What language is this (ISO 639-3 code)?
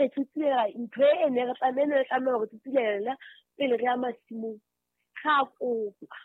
sot